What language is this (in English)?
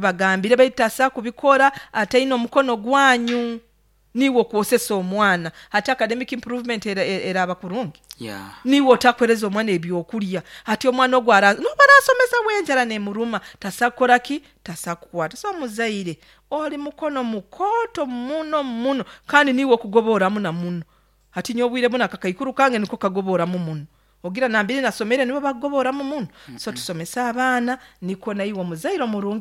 Nyoro